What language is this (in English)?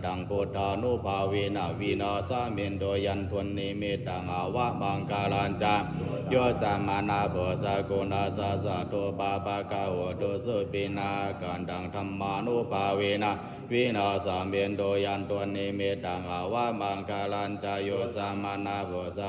Pali